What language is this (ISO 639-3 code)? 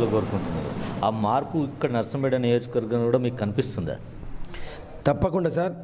tel